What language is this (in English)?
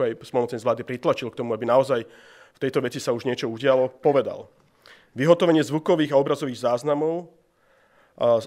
Slovak